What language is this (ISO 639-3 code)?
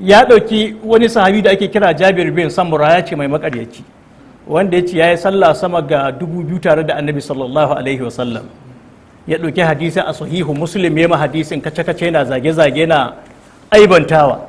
hau